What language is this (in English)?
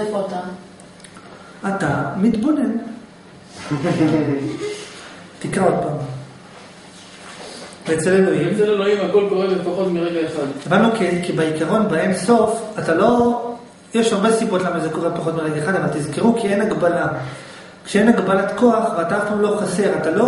Hebrew